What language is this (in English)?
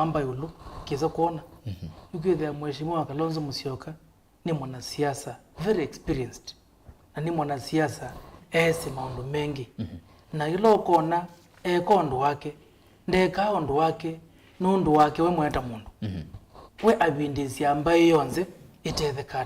Kamba